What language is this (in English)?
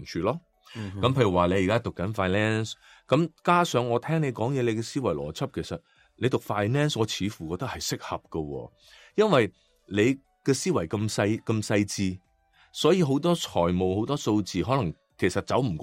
Cantonese